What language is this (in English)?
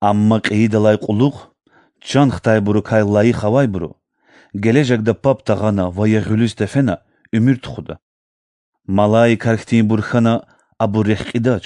Lezghian